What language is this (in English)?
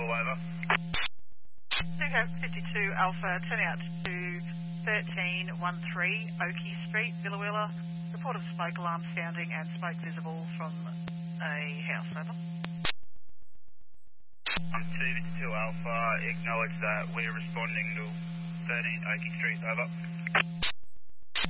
English